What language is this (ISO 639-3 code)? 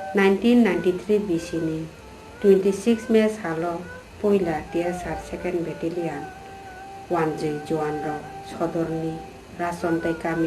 trp